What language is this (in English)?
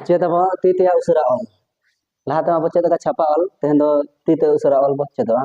Santali